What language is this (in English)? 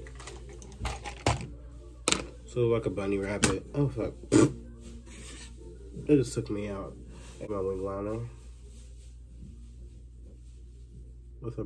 English